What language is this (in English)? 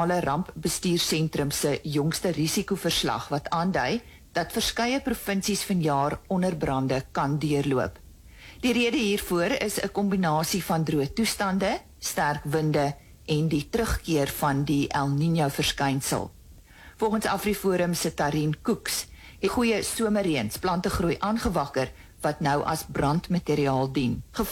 Afrikaans